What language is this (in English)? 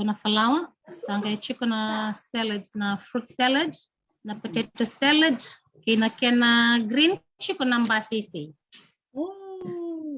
Fijian